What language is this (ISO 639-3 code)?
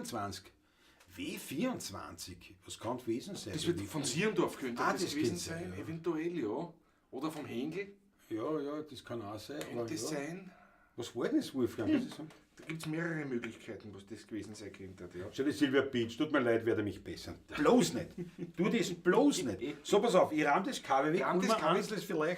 bar